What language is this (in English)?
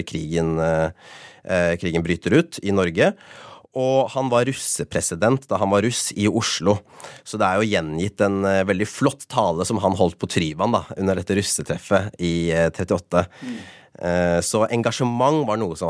Norwegian